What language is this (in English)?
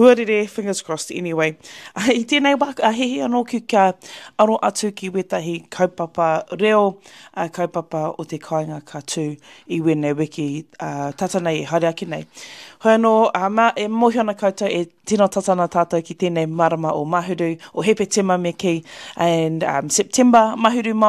Māori